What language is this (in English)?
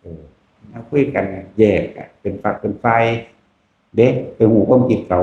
Northeastern Thai